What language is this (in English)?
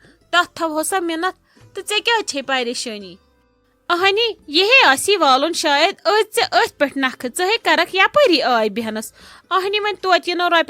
Kashmiri